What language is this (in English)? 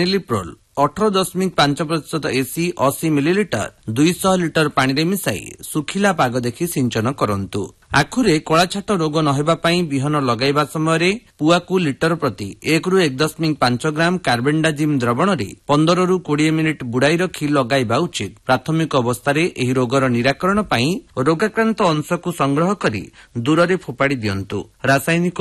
Odia